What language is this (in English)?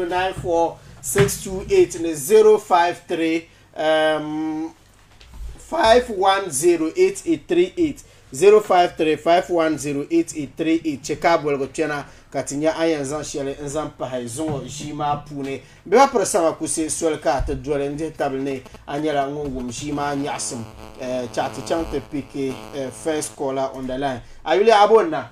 Dagbani